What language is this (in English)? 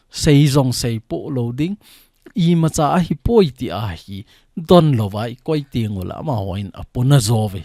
Thado Chin